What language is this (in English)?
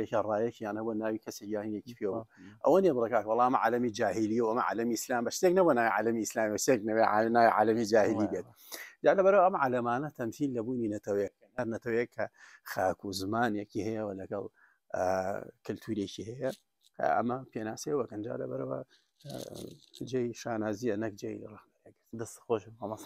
Central Kurdish